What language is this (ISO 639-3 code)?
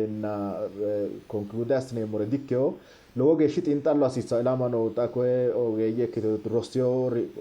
sid